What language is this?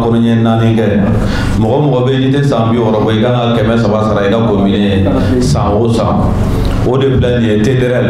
Bambara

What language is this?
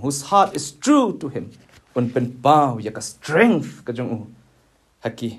Khasi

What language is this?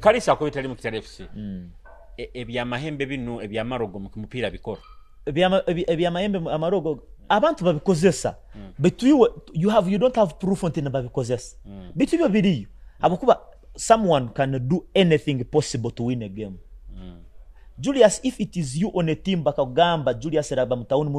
Nyoro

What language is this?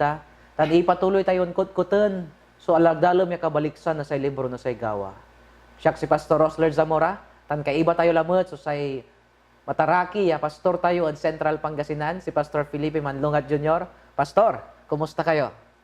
Pangasinan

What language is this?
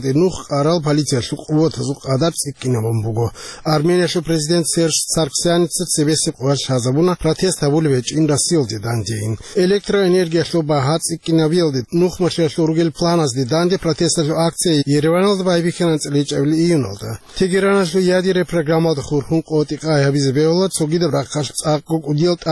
Avaric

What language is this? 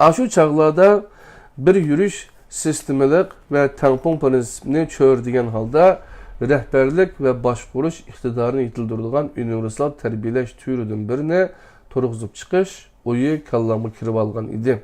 Uyghur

